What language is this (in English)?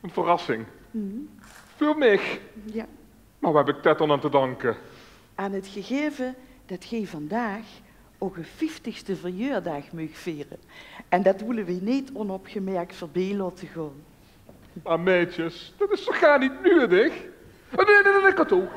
Limburgish